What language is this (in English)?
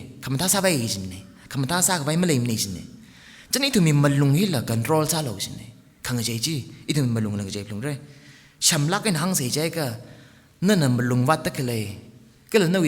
Tangkhul Naga (India)